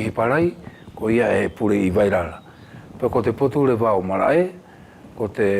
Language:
Wallisian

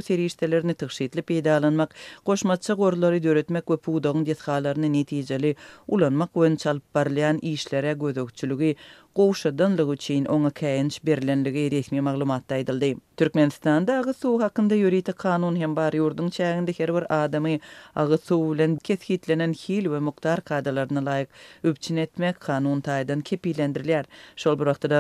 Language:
Turkmen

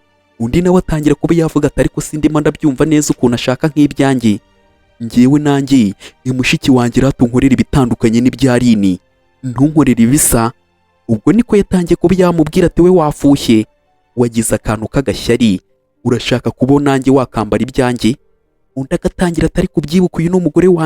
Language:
Kinyarwanda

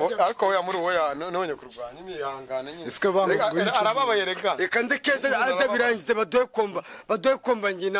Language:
Kinyarwanda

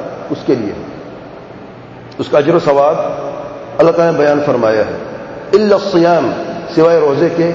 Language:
Urdu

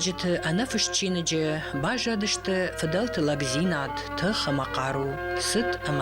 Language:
Ossetic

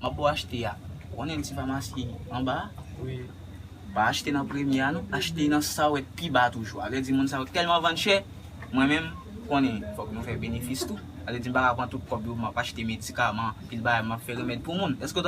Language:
Haitian Creole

